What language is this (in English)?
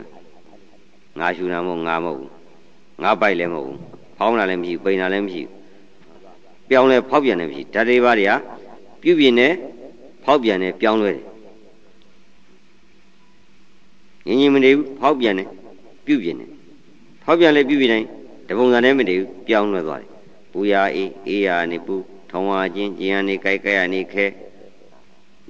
Burmese